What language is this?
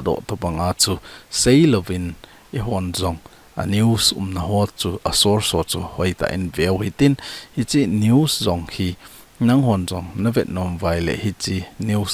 Thado Chin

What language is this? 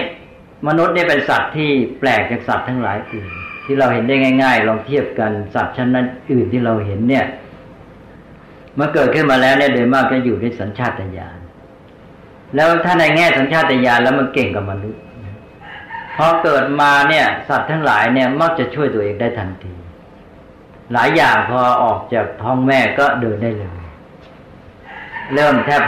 Thai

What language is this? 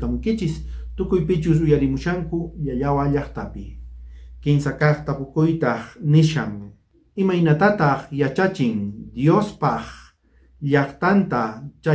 South Bolivian Quechua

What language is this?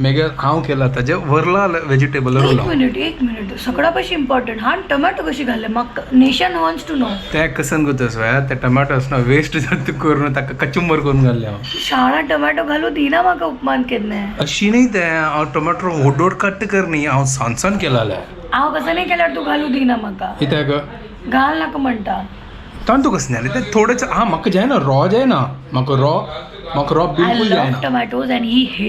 Konkani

